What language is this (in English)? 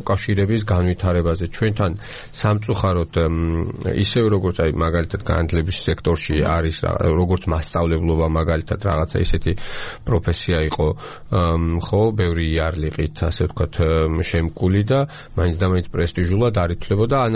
Georgian